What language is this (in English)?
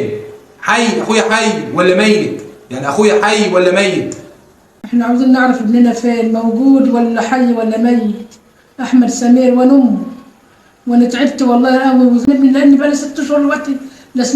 Egyptian Arabic